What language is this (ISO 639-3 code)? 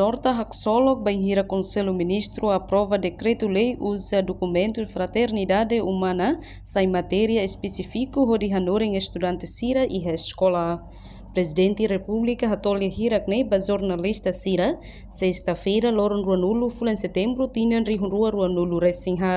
tet